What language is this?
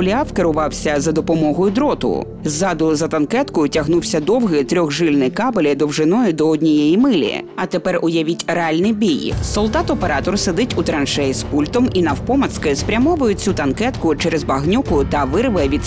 Ukrainian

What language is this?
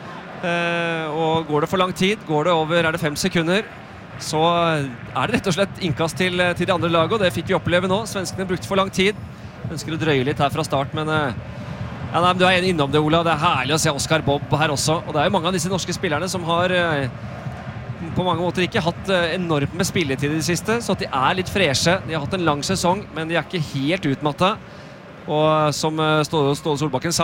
Norwegian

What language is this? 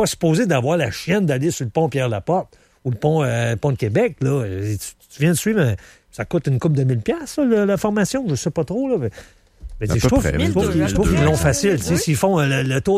French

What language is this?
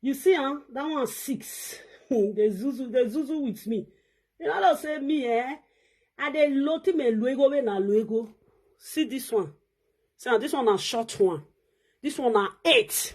Nigerian Pidgin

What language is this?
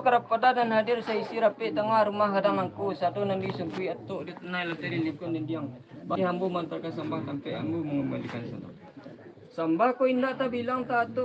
Minangkabau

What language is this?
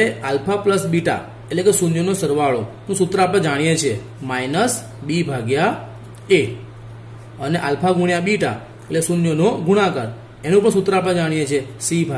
Gujarati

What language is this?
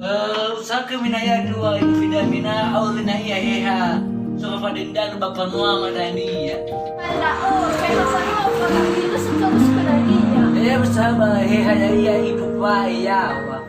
Nias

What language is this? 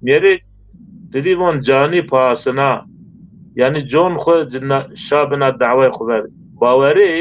Zaza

